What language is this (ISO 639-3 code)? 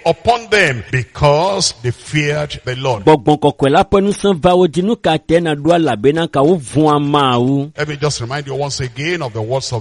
ewe